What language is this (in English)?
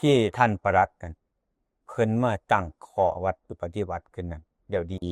Northeastern Thai